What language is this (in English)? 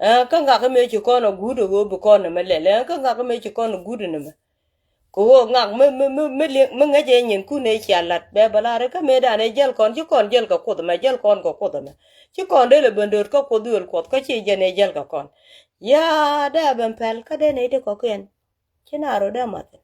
Nuer